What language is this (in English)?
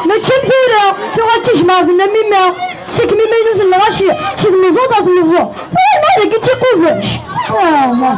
Kabyle